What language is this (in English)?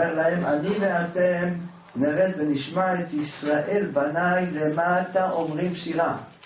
Hebrew